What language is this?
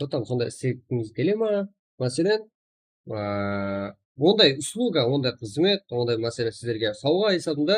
Kara-Kalpak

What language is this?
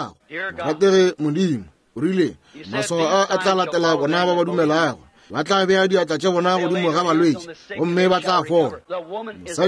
Northern Sotho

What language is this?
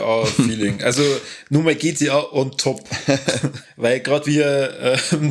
Bavarian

